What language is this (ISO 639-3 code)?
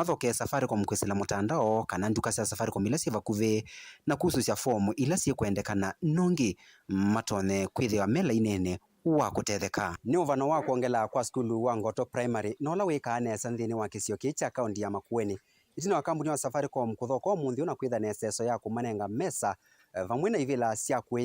kam